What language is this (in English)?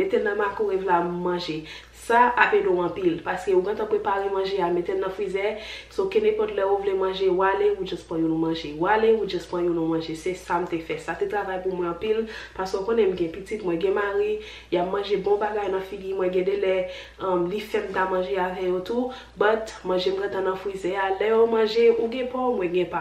Haitian Creole